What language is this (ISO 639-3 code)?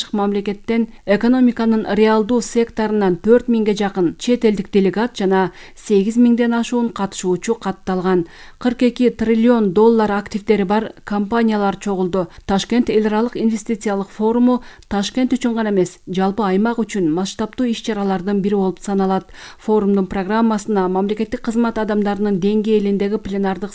kir